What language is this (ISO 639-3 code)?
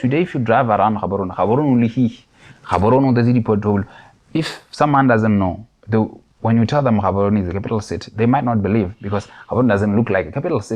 tsn